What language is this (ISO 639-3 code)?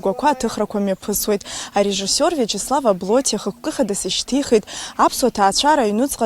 abk